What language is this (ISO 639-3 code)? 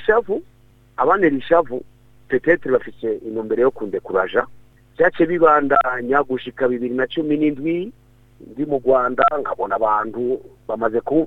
run